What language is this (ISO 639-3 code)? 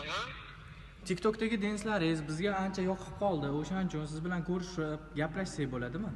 uzb